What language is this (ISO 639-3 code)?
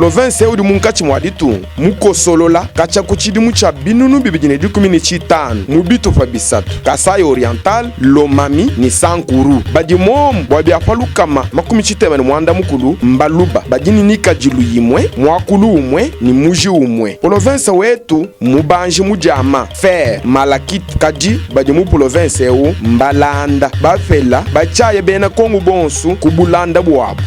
lua